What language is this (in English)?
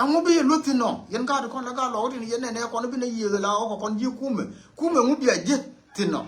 Nuer